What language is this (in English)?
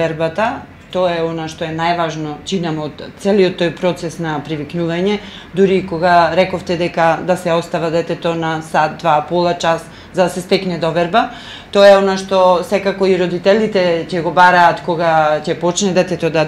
Macedonian